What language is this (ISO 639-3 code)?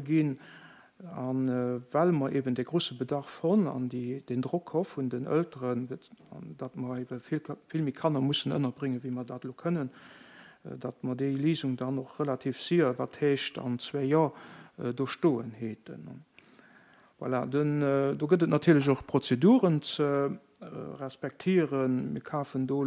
ltz